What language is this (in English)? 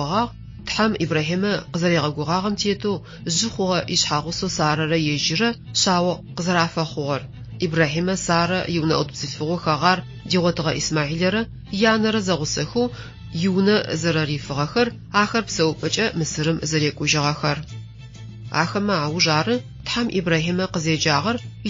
Adyghe